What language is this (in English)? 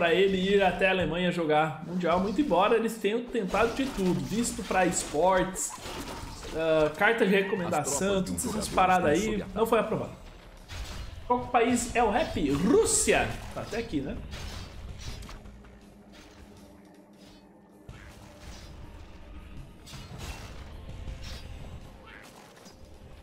Portuguese